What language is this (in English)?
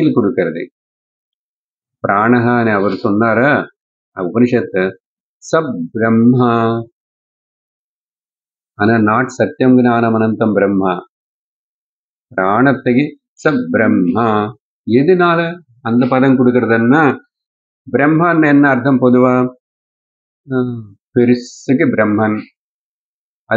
Tamil